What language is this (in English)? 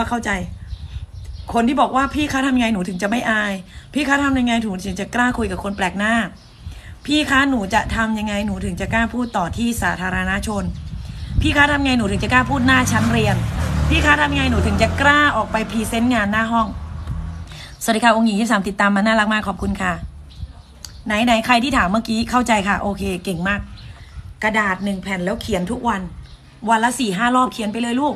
Thai